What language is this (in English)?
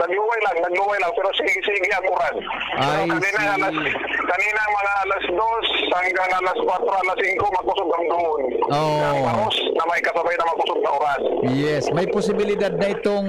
Bikol